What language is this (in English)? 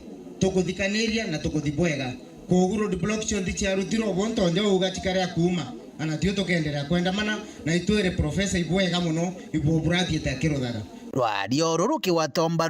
Meru